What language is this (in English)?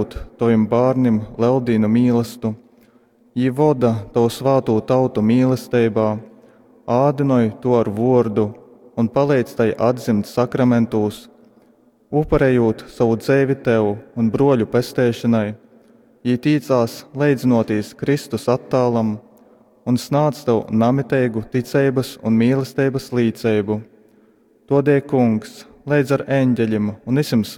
Latgalian